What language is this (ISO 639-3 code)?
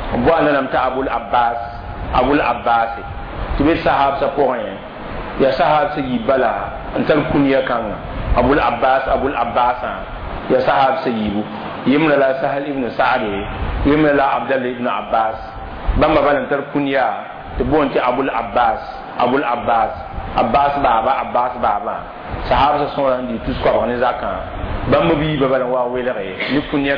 mos